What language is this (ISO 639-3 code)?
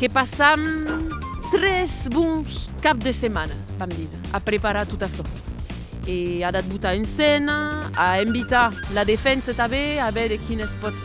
oci